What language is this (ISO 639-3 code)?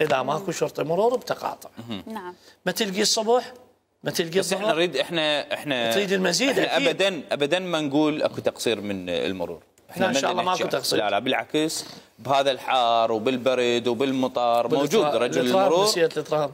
acm